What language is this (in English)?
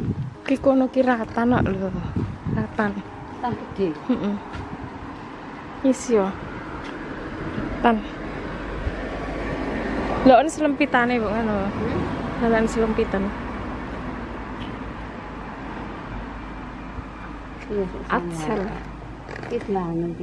Javanese